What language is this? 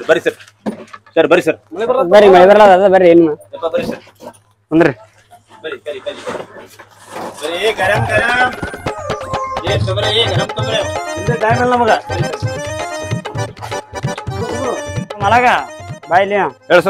Kannada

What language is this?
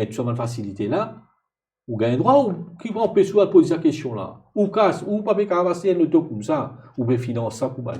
Morisyen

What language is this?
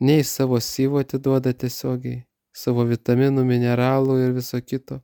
Lithuanian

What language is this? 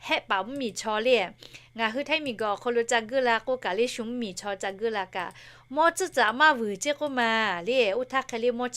Lahu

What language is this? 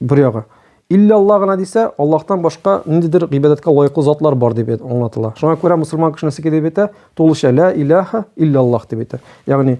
Tatar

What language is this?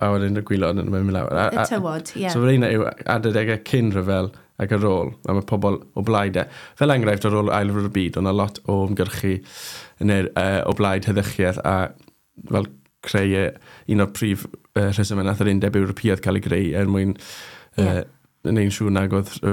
Welsh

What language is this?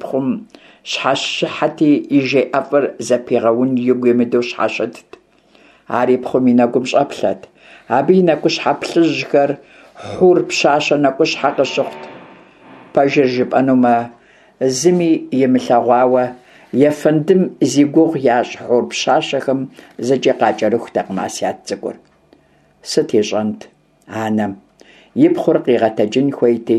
Kabardian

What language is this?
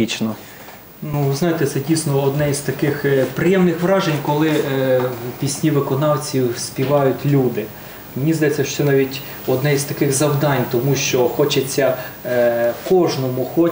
Ukrainian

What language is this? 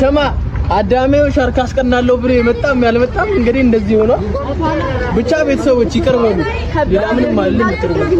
Amharic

